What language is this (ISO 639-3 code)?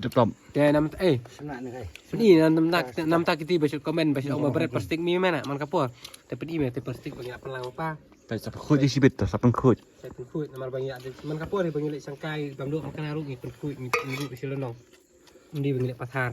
kha